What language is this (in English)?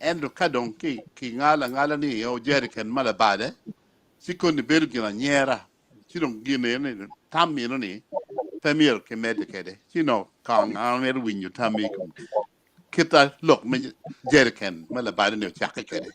Acoli